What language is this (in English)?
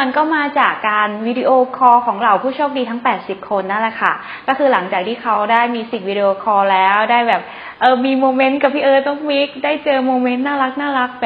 Thai